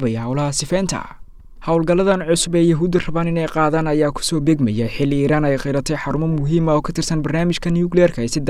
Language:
Somali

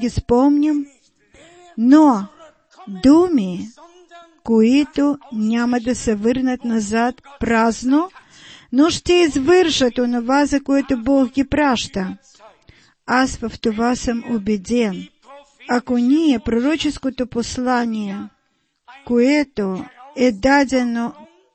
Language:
Bulgarian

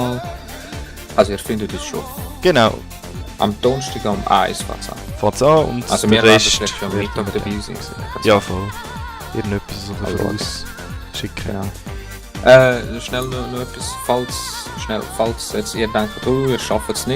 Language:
Swiss German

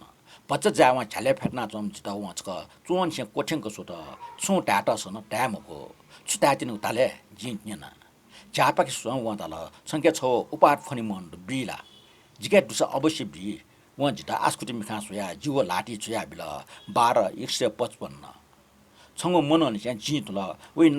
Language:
Newari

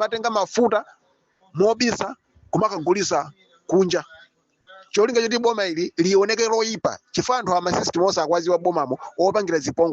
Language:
Nyanja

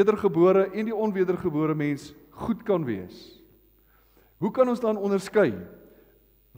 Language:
Afrikaans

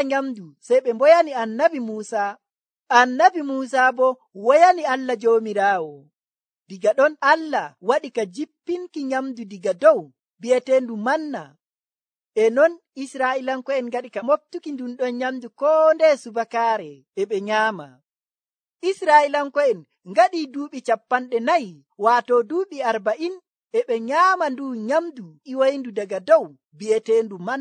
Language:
Nigerian Fulfulde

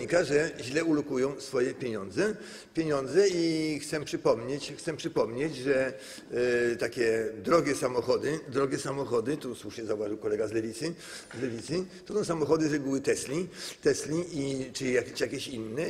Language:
Polish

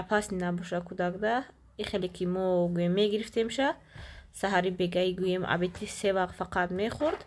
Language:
Tajik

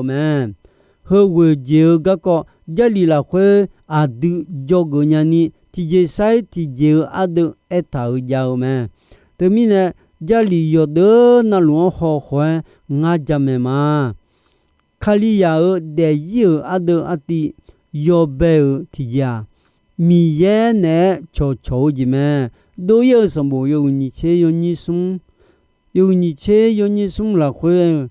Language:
Akha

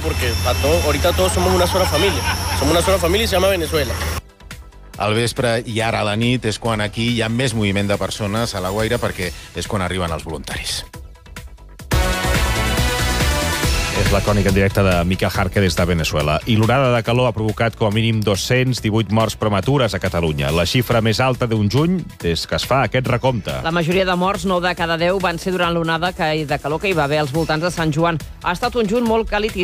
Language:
Catalan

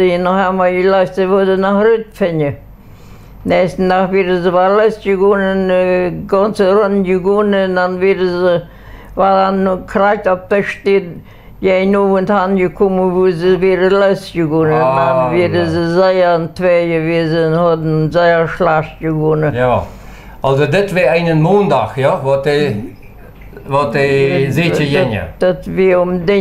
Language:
Plautdietsch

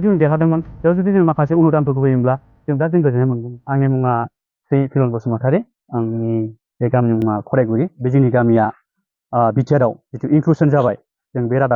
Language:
Bodo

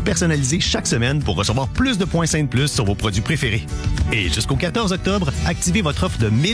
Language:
French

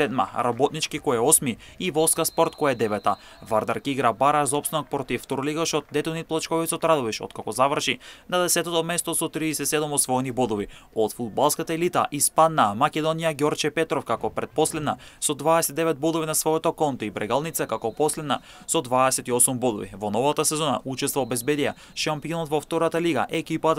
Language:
Macedonian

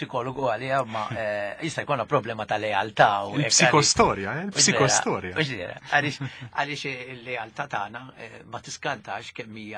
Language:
Maltese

